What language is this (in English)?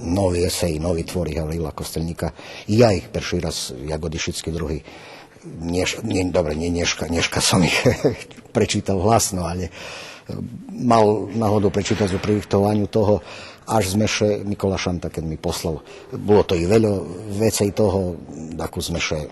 Rusyn